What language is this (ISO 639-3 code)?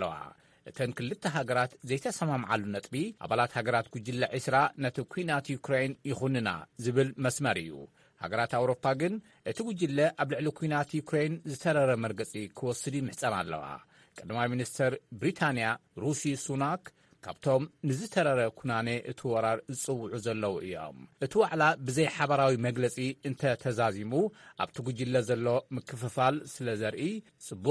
tir